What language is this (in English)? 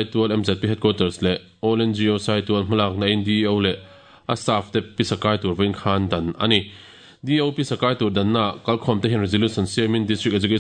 Mizo